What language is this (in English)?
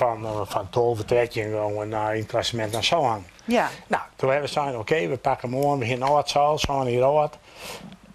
Western Frisian